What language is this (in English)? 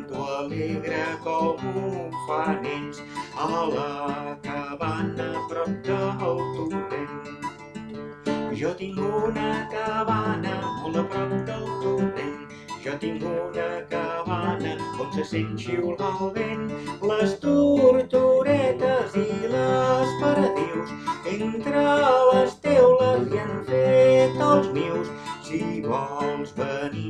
Catalan